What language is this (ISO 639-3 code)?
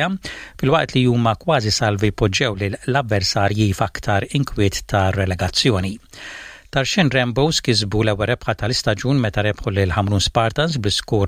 mlt